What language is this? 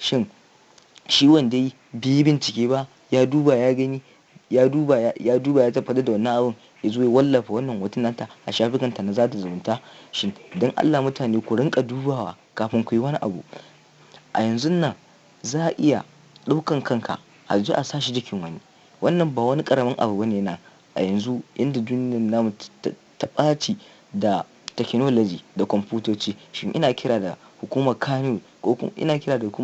Hausa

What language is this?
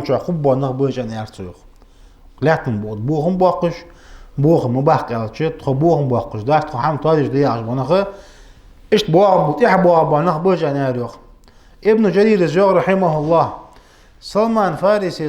Ingush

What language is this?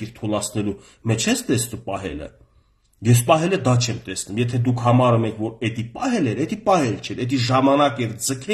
Armenian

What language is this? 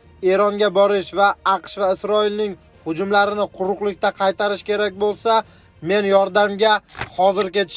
Uzbek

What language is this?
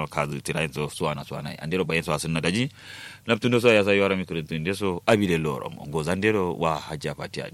Kanuri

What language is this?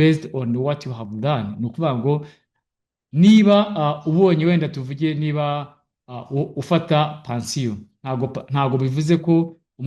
Kinyarwanda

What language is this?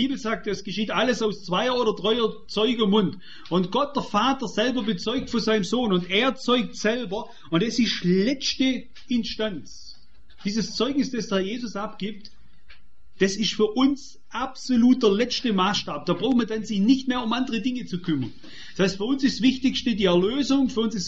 German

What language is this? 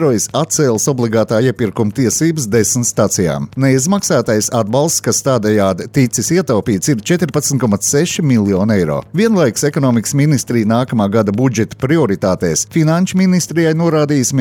Latvian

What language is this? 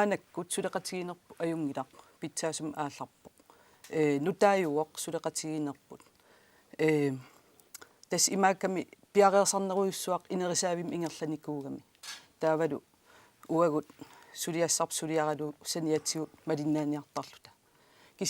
Kalaallisut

